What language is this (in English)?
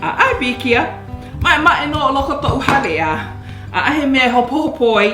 Hawaiian